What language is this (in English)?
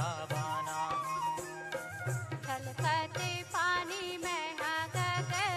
Chhattisgarhi